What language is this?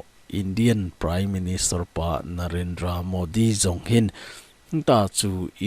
Thado Chin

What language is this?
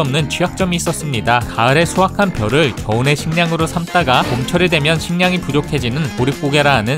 Korean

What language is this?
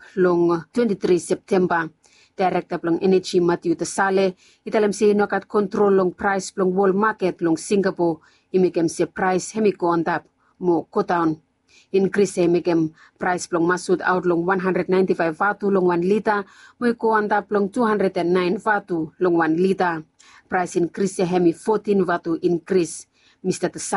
Bislama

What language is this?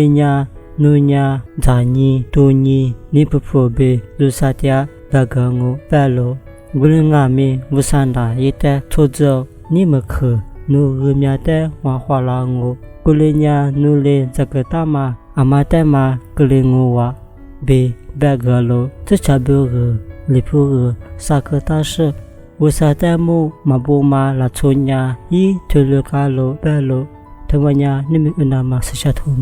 Lisu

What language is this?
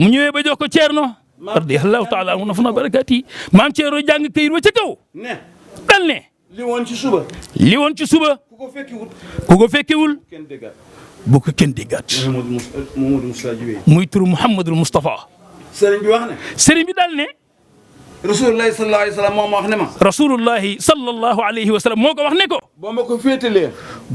Wolof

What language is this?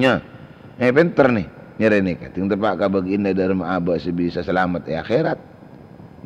Madurese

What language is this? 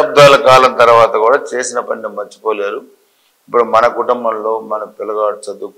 Telugu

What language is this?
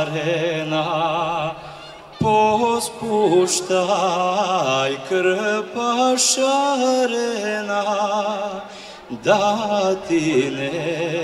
Serbian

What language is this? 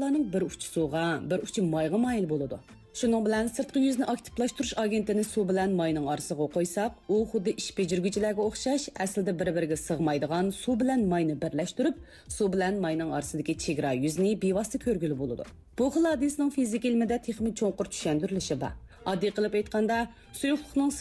Uyghur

